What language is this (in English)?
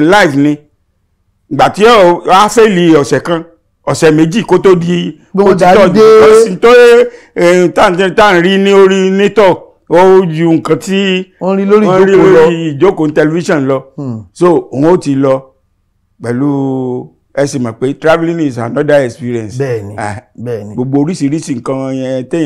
Yoruba